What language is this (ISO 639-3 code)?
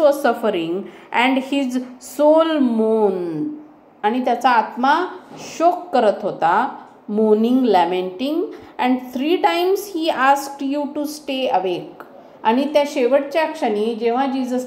mar